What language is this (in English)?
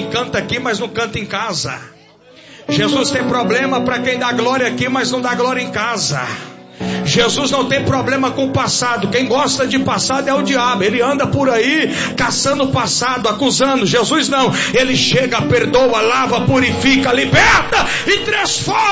Portuguese